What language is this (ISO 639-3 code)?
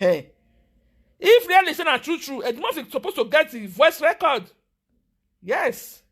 pcm